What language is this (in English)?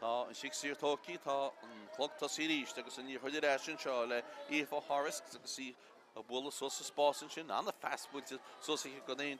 Irish